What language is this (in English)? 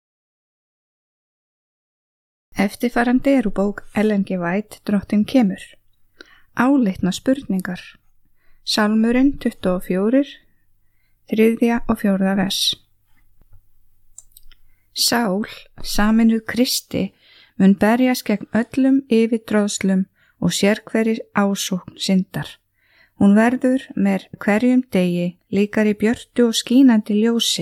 Icelandic